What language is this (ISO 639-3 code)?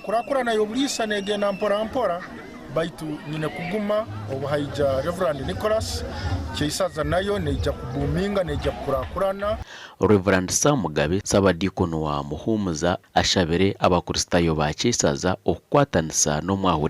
nyn